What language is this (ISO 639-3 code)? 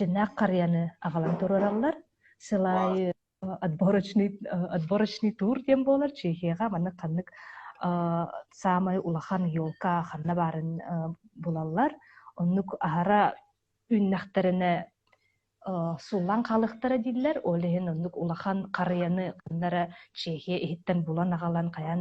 sah